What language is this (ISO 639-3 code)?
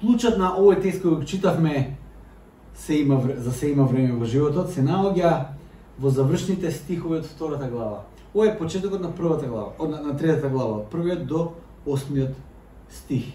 mkd